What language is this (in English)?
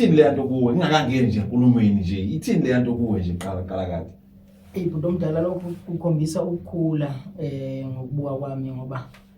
Zulu